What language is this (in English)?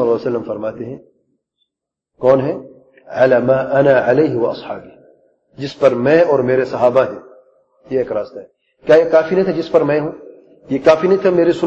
Urdu